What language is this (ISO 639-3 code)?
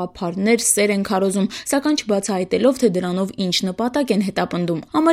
hye